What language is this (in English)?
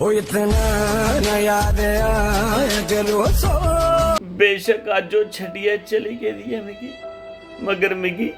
Dogri